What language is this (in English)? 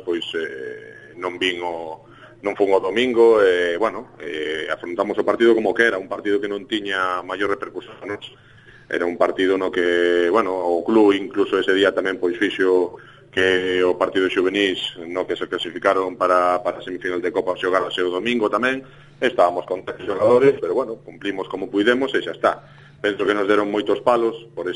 Galician